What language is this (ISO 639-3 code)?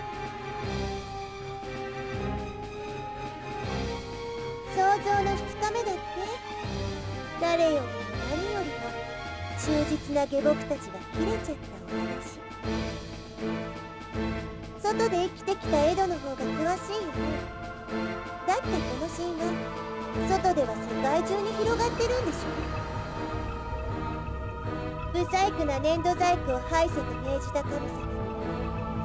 jpn